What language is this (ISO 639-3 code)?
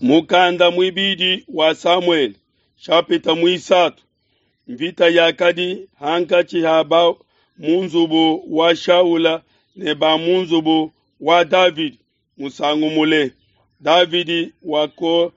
lua